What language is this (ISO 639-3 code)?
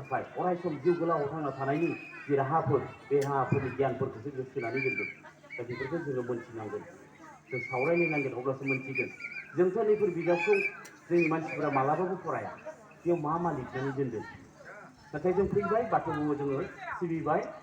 brx